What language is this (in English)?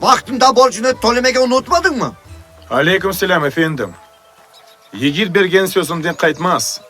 Crimean Tatar